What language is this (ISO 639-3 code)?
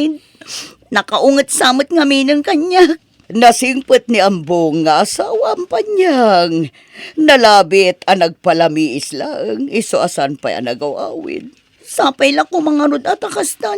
ilo